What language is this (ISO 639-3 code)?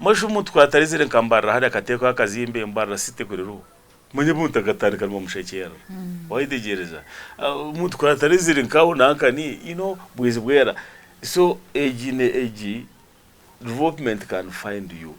nyn